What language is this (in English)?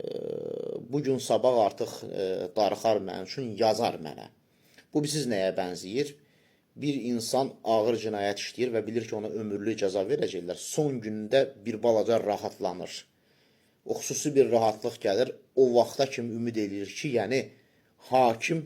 Azerbaijani